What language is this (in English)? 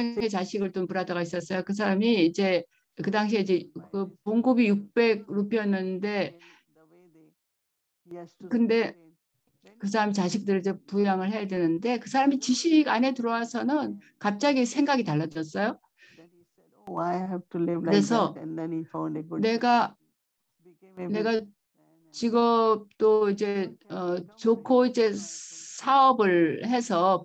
Korean